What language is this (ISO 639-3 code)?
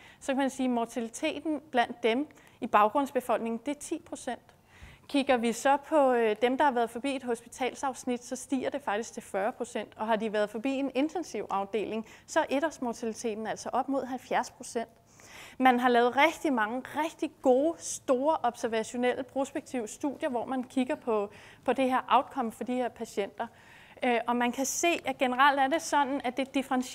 dan